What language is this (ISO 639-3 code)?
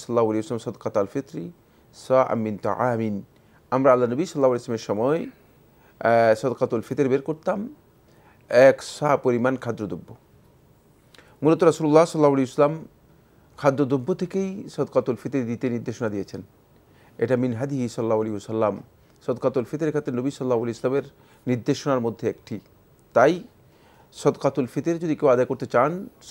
ben